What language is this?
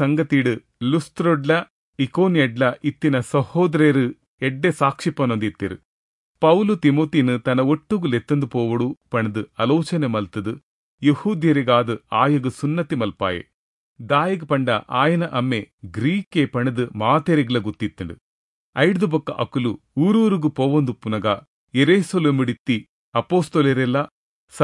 Tulu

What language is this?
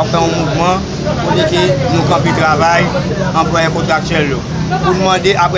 Haitian Creole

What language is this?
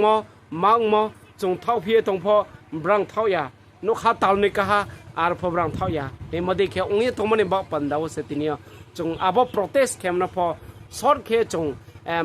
Riang (India)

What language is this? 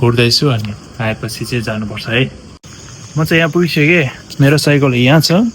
Nepali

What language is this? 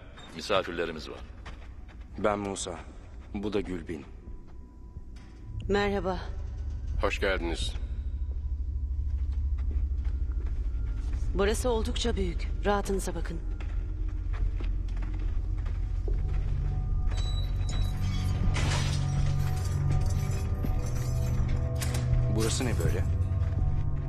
Turkish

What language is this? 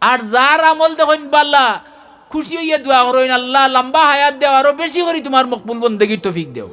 Sylheti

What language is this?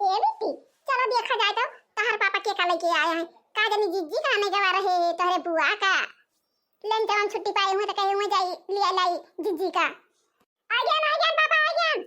Awadhi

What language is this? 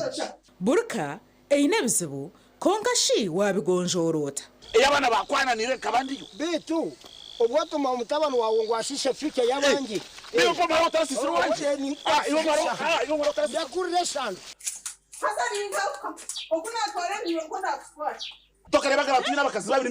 Nyankole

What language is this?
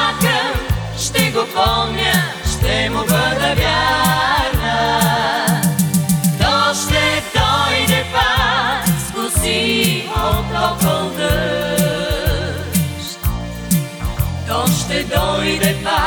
Bulgarian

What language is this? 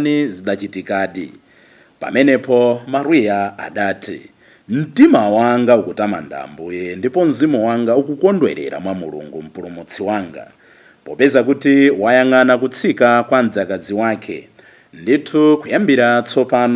Nyanja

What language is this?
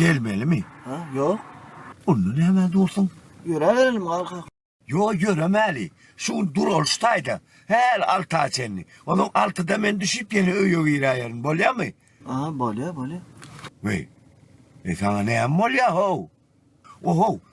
Turkmen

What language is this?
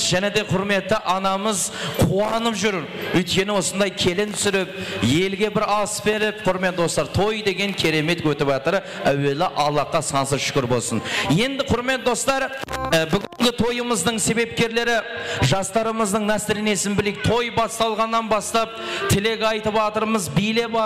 Kara-Kalpak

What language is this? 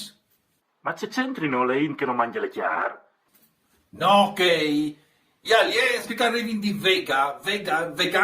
Friulian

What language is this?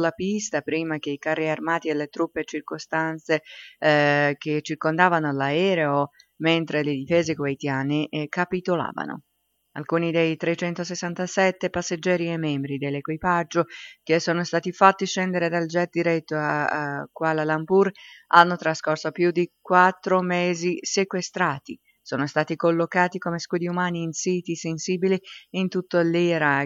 Italian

